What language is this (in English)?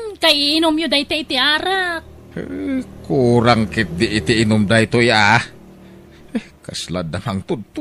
Iloko